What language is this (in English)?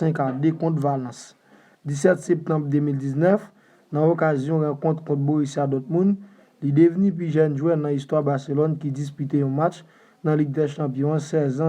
Haitian Creole